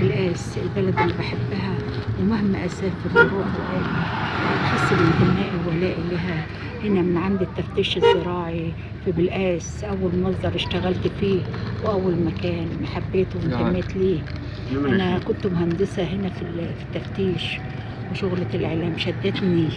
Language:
Egyptian Arabic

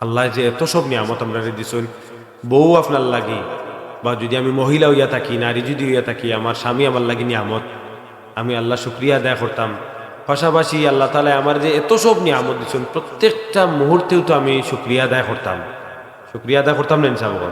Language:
Sylheti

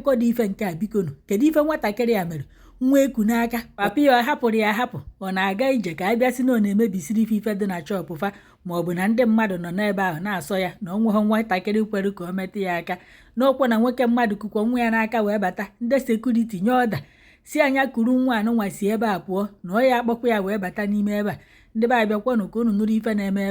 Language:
Igbo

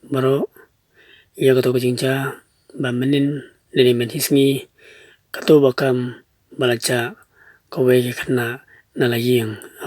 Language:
Khasi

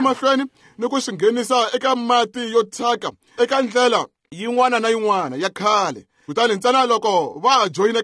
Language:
Tsonga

